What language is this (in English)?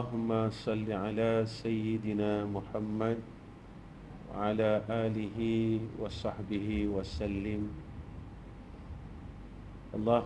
Malay